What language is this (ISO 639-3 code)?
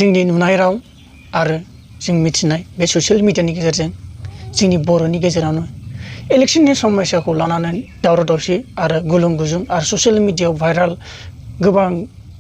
brx